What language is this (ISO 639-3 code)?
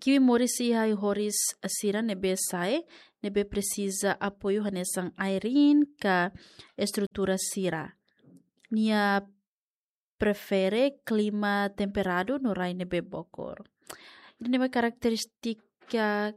tet